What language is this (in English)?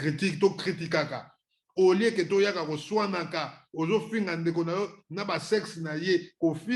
Lingala